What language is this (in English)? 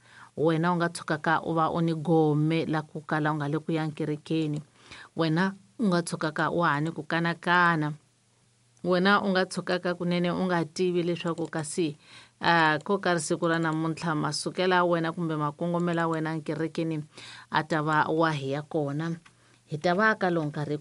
Tsonga